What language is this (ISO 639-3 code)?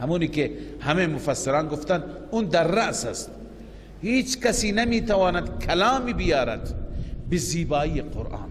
fas